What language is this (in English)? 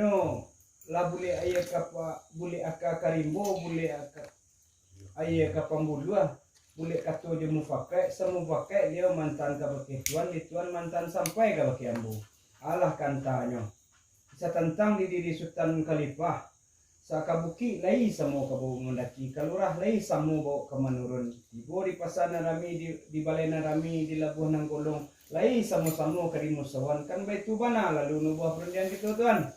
Minangkabau